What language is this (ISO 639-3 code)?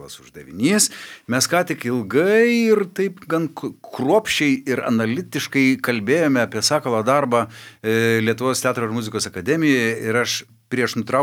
lit